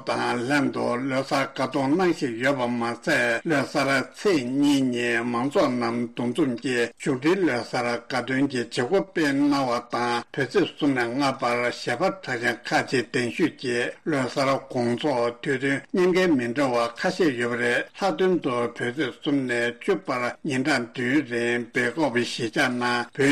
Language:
Tibetan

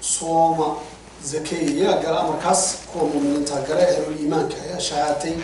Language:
Somali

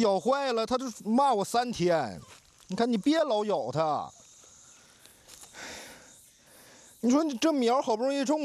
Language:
Chinese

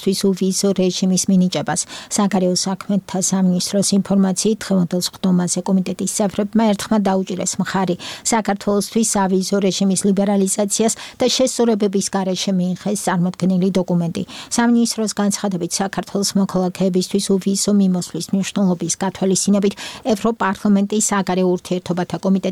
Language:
Georgian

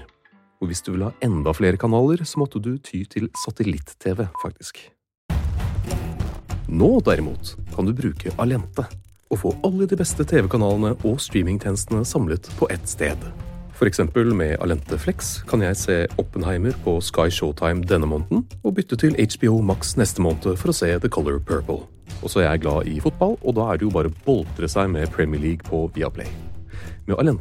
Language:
Norwegian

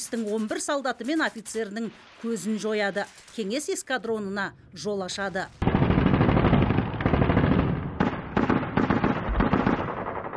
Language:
Kazakh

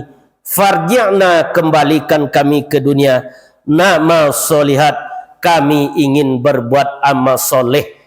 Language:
Minangkabau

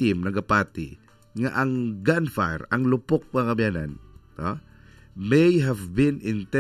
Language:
Hiligaynon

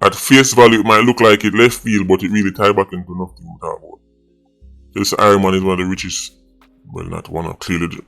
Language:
Jamaican Creole English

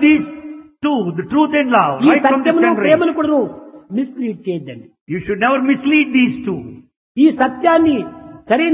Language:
Telugu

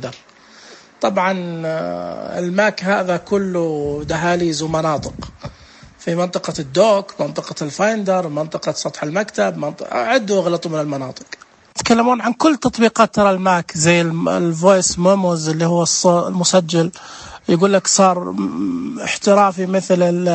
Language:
Najdi Arabic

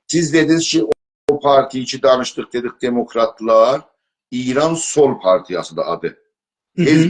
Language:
South Azerbaijani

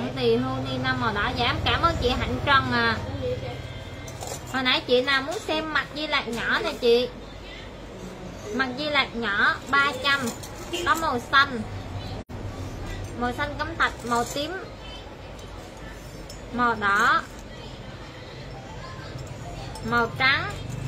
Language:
Vietnamese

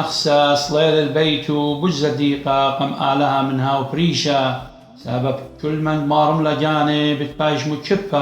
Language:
Assyrian Neo-Aramaic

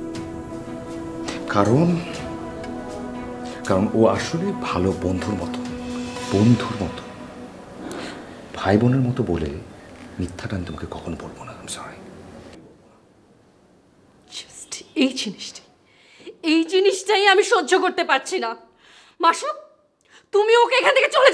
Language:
Bangla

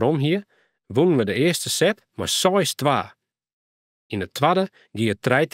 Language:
Western Frisian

